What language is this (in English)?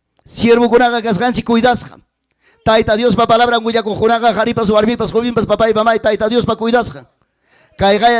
Ayacucho Quechua